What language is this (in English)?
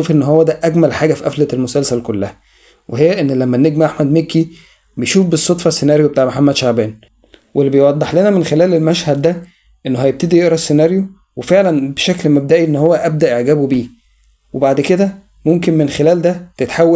Egyptian Arabic